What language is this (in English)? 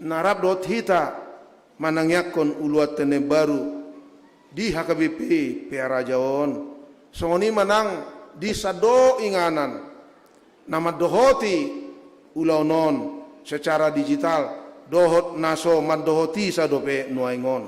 Batak Toba